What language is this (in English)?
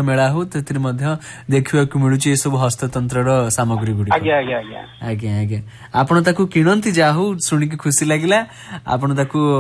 Odia